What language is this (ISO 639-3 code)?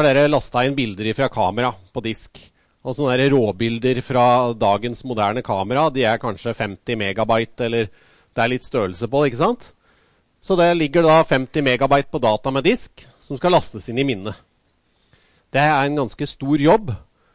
nor